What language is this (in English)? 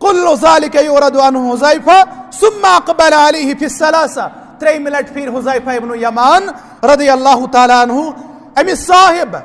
Kashmiri